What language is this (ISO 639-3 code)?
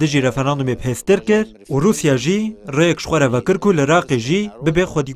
kur